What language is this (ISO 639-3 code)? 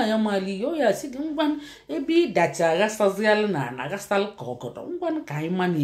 ibo